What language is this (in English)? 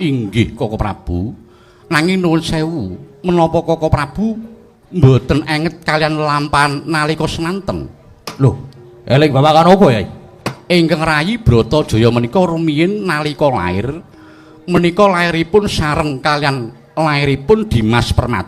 Javanese